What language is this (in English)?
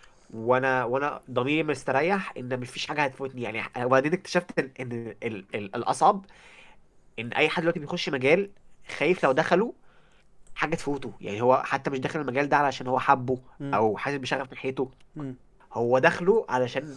Egyptian Arabic